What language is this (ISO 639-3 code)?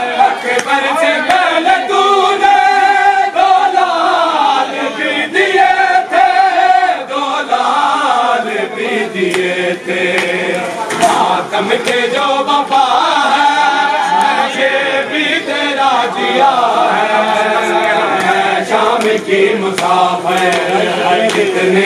urd